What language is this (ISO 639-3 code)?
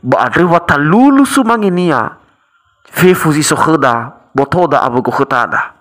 nia